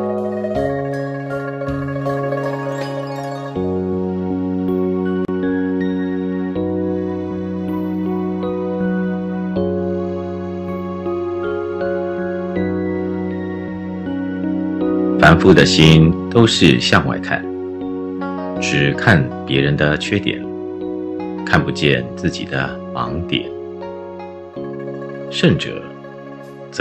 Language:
Chinese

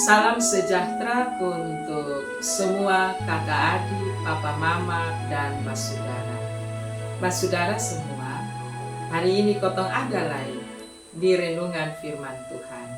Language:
Kupang Malay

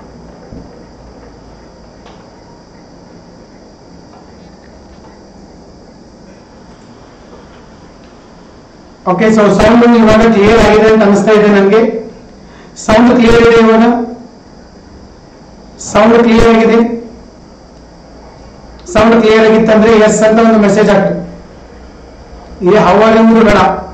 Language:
Kannada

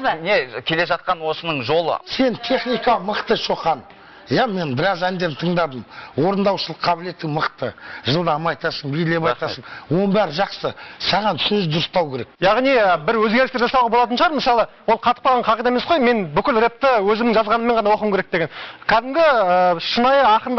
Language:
Kazakh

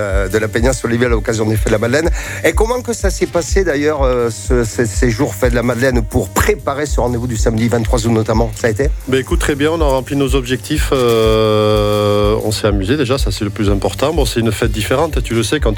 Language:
French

